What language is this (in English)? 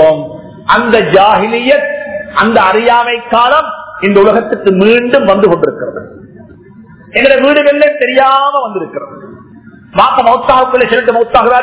Tamil